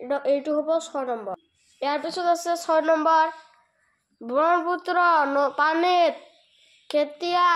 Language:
Assamese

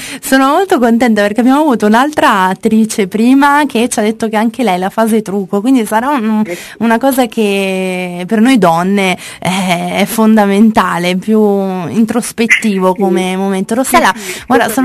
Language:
Italian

